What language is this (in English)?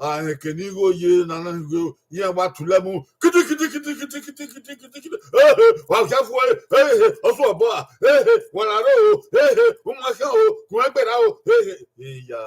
Bini